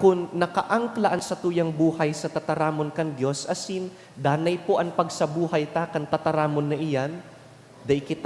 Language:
Bikol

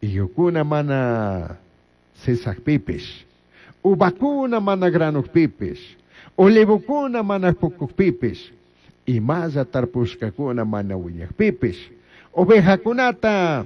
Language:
Chimborazo Highland Quichua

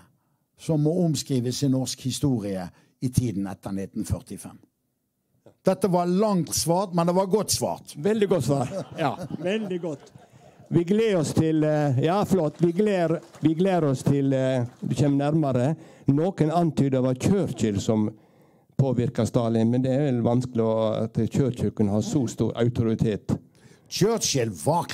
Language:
Norwegian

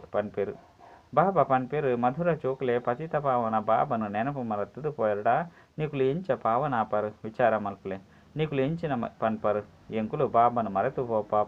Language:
Tulu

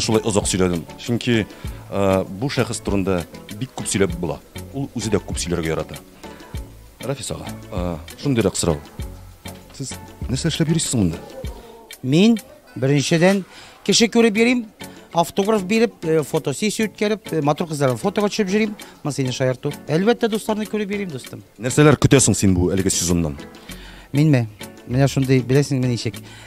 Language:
Tatar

